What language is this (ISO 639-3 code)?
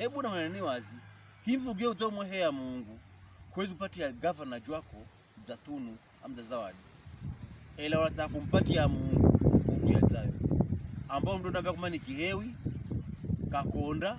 pkb